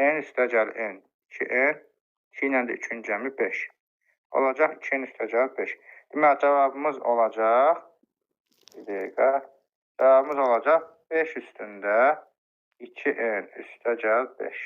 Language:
Azerbaijani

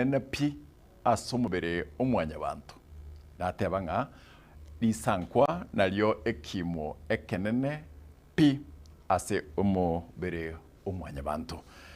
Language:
Gusii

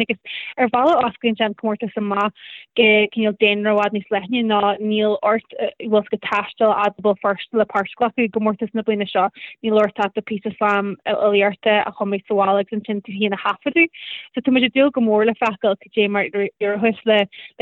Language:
Irish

